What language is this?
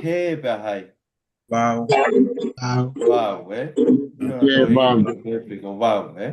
Tongan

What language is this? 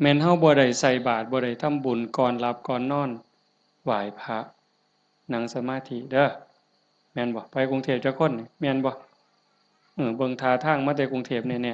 Northeastern Thai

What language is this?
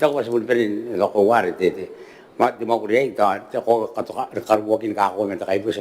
Gilbertese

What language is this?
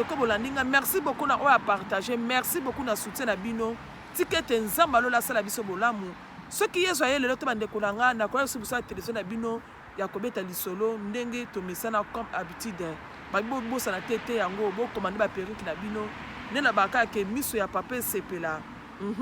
Lingala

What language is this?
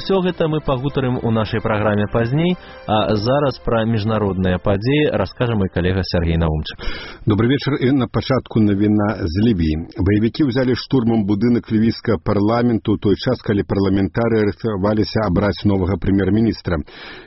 Belarusian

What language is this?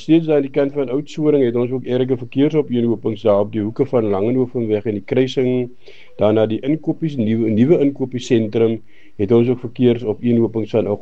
Afrikaans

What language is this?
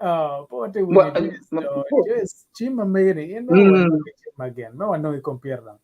Acoli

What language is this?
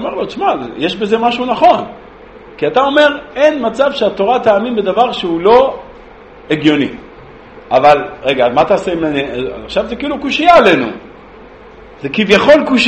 Hebrew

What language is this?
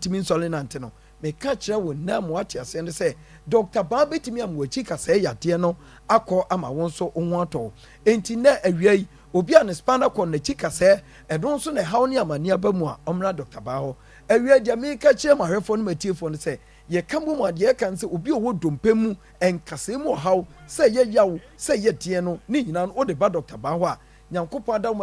Akan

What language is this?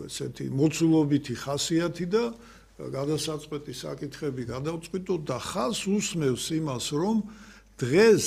Georgian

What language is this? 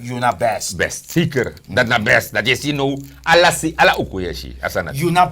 Sranan Tongo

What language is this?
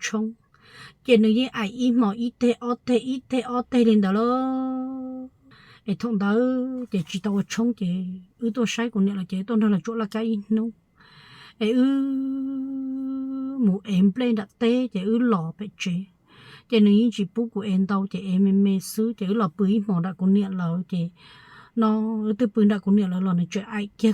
Hmong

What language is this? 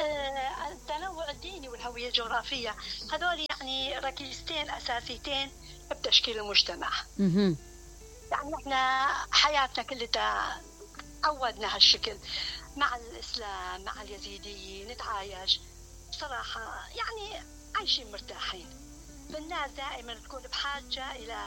Mesopotamian Arabic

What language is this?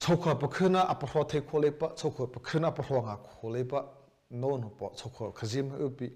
Mara Chin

